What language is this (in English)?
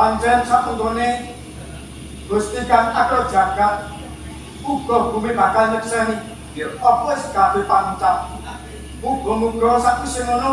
Javanese